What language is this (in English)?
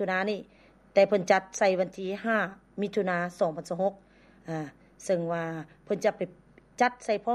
Lao